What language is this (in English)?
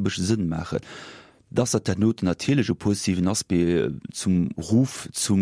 Luxembourgish